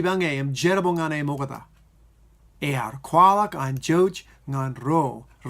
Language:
Marshallese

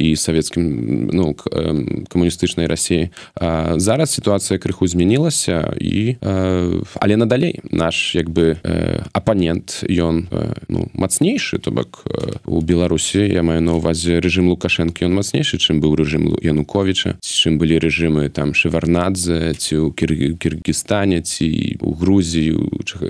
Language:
Belarusian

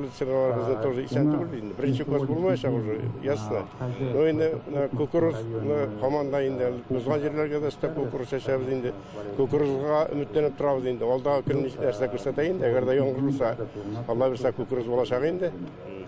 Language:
Tatar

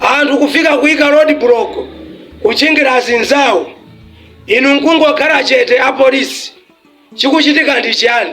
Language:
Nyanja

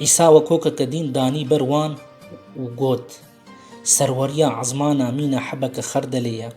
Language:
Kurdish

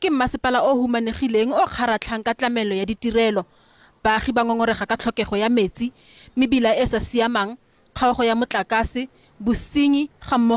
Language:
Tswana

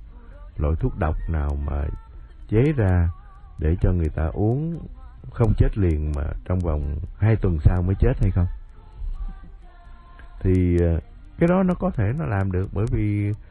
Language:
Vietnamese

